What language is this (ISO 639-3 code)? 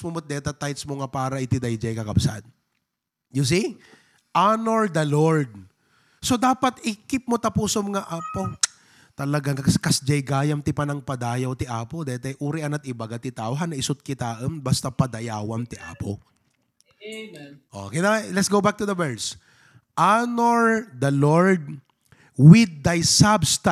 ilo